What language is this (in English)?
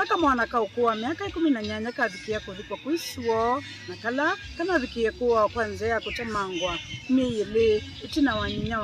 Kamba